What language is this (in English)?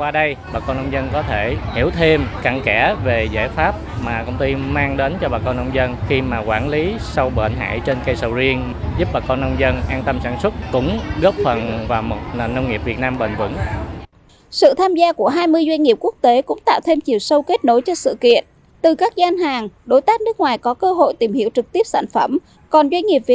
Vietnamese